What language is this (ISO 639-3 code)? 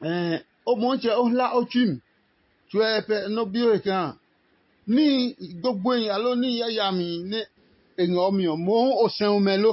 ada